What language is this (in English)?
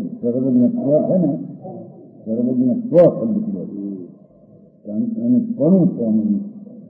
Gujarati